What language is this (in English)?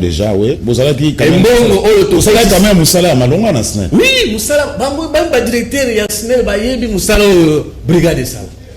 Lingala